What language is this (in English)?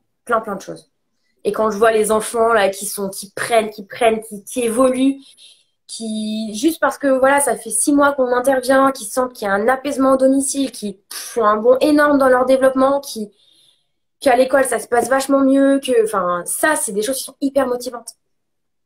French